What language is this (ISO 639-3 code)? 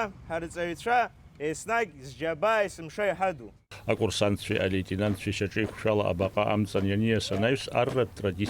abk